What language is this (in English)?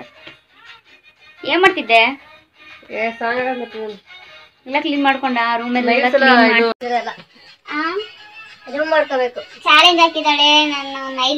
Kannada